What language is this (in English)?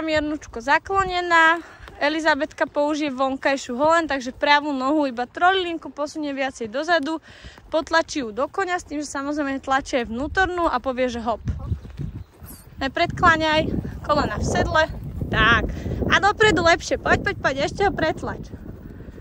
Slovak